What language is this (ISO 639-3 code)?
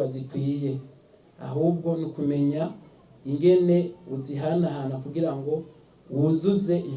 run